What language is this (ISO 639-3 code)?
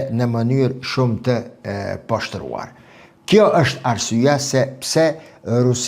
sqi